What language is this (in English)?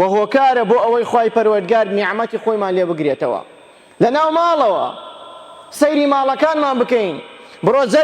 Central Kurdish